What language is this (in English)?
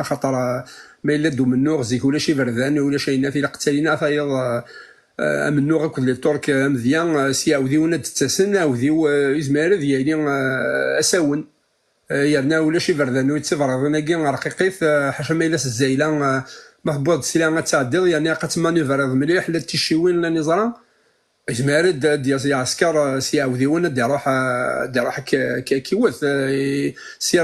Kabyle